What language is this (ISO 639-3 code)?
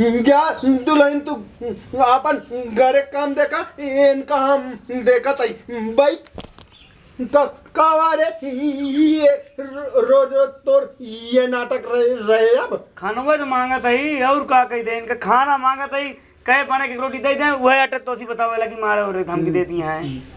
awa